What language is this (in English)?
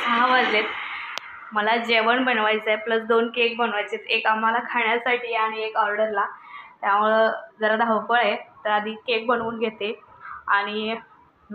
Marathi